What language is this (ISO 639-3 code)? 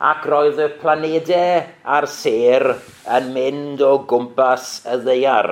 cym